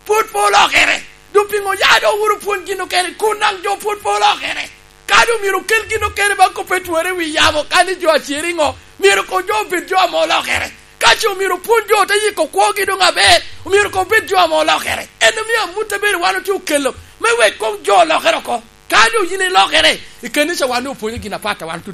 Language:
Lango (Uganda)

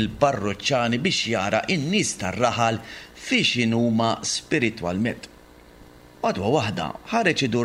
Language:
Maltese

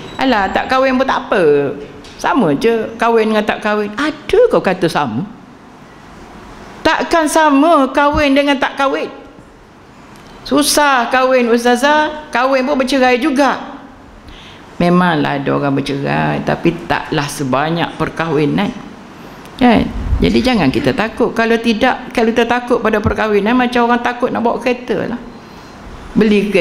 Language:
Malay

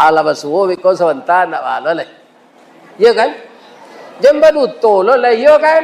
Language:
Minangkabau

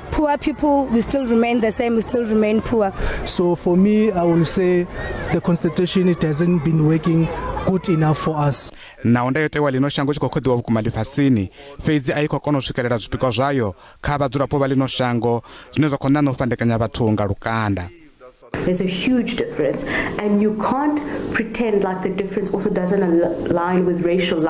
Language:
Venda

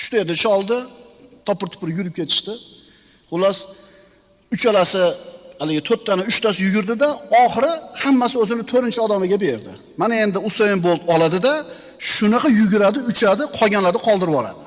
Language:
Uzbek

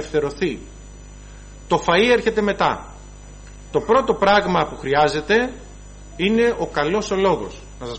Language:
Greek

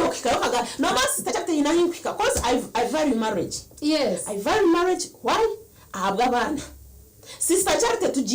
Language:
Nyankole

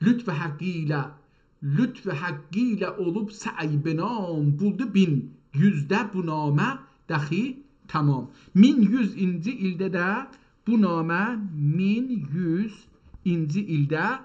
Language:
South Azerbaijani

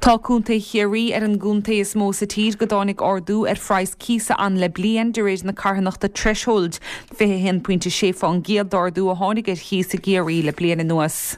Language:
Irish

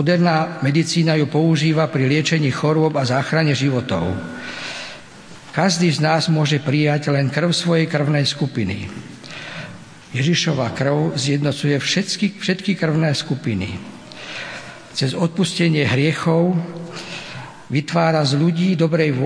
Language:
Slovak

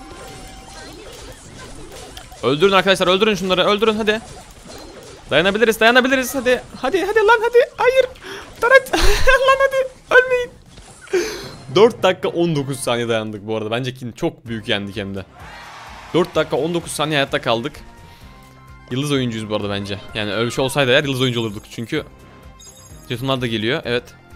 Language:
Turkish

